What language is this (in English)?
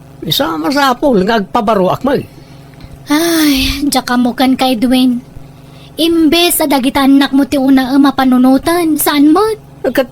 Iloko